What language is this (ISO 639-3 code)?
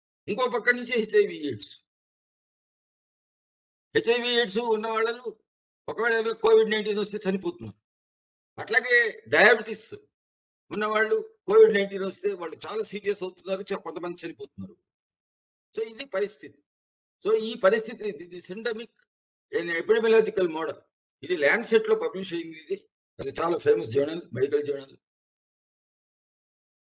tel